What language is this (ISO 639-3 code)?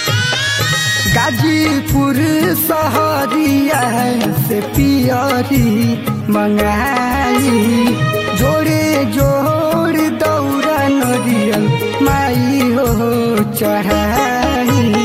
bho